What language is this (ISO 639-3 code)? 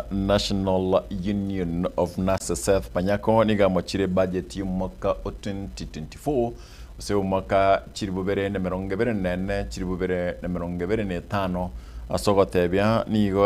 guz